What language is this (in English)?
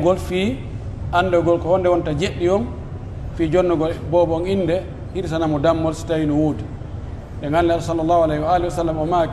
Pular